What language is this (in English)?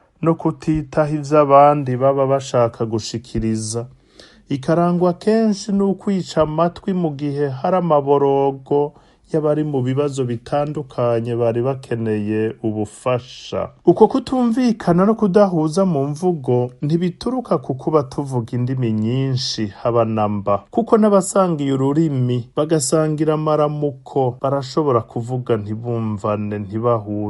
Rundi